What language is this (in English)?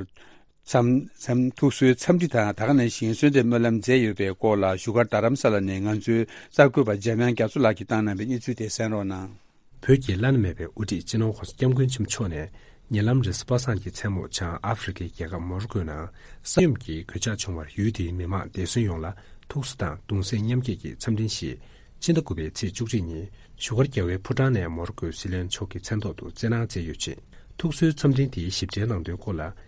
Tibetan